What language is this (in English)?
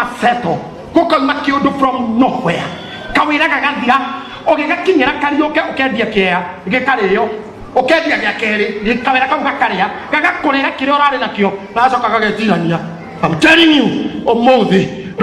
Kikuyu